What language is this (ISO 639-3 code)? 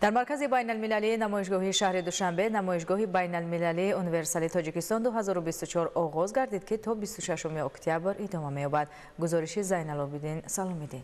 tgk